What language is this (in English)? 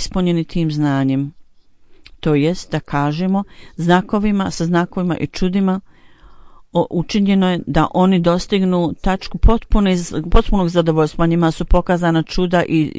Bosnian